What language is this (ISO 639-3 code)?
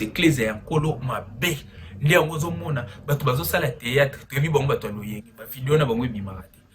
lin